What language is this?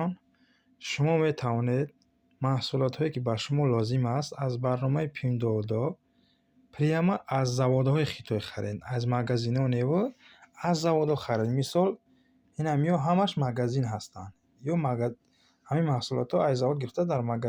Tajik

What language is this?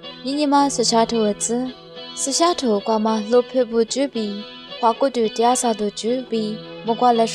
Lisu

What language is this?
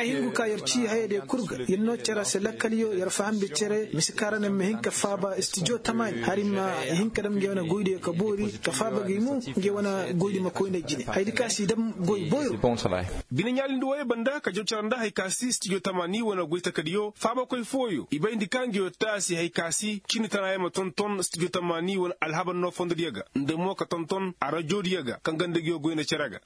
Koyraboro Senni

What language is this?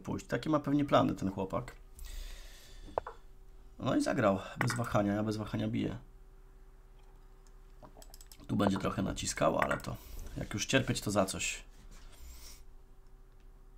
Polish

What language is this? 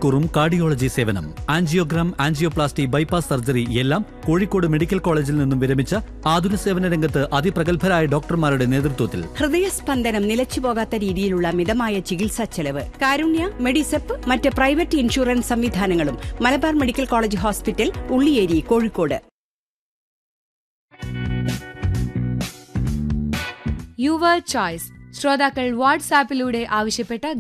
Malayalam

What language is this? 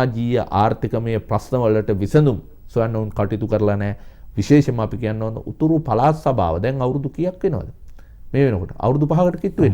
Sinhala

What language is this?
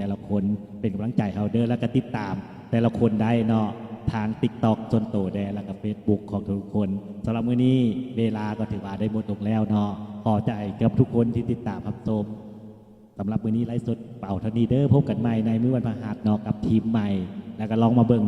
Lao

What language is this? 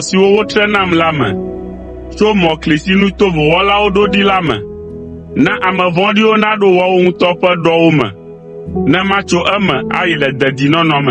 Ewe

